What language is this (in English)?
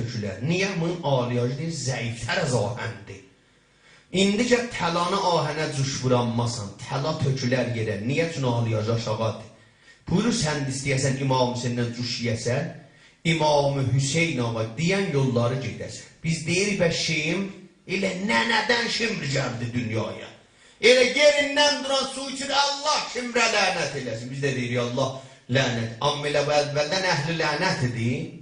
South Azerbaijani